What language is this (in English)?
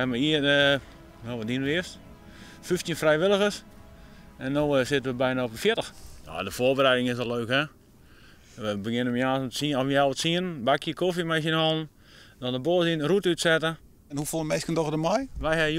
Western Frisian